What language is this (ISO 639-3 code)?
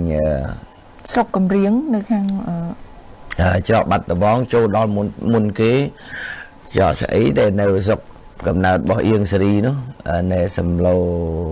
khm